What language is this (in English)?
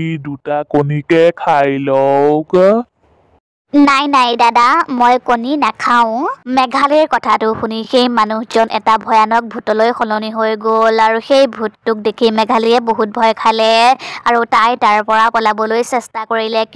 Assamese